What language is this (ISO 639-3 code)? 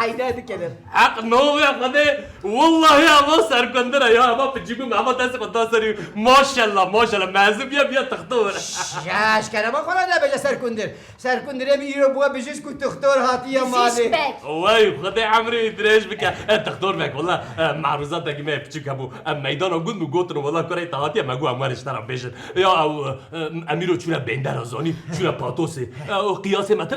kur